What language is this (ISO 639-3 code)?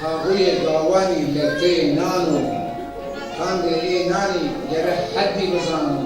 zza